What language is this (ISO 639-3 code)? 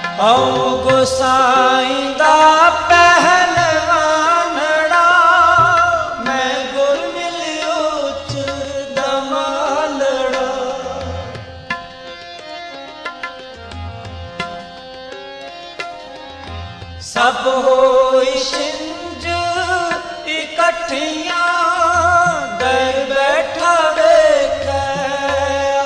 pan